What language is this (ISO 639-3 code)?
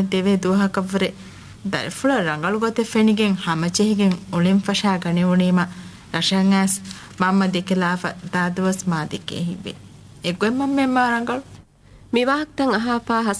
div